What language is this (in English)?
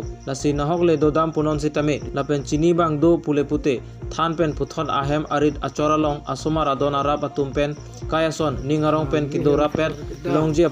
Karbi